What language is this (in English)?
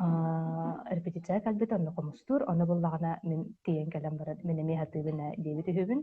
Yakut